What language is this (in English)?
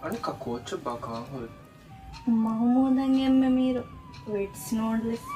Divehi